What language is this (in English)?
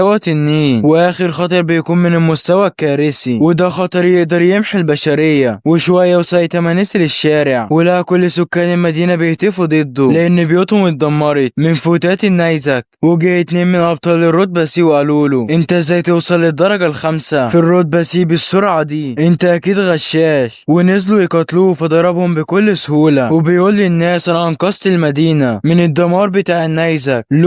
Egyptian Arabic